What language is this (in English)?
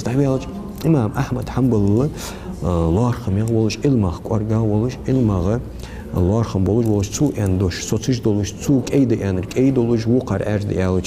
Ingush